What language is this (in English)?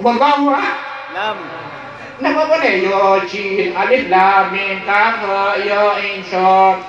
Madurese